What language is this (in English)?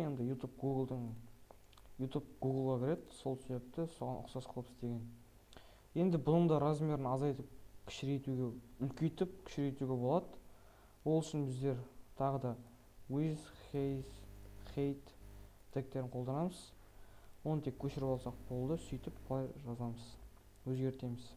Kazakh